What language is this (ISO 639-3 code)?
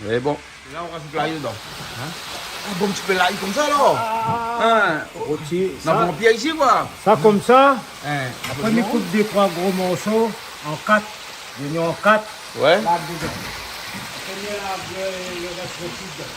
rcf